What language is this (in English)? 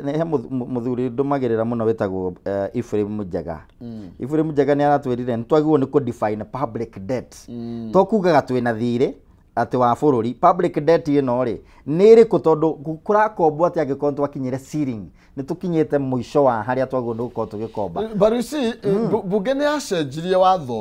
Kikuyu